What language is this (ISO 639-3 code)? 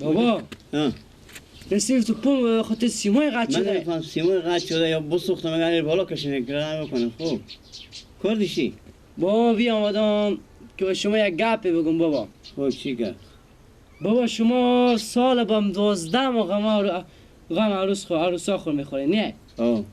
fas